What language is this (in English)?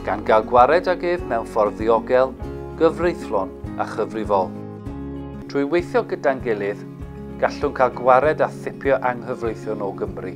Welsh